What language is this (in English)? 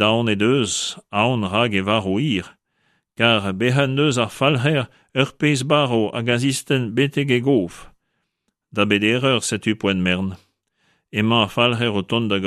Breton